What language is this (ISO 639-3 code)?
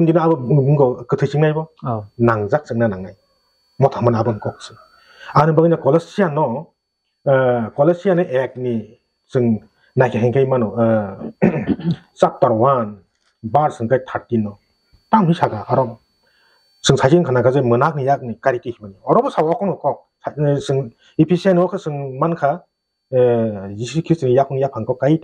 trp